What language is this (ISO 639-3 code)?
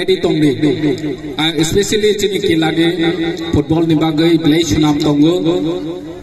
trp